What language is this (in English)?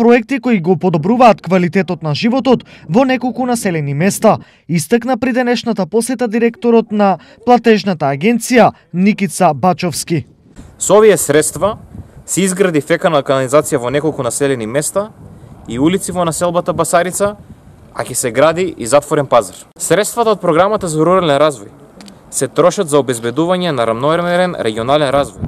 Macedonian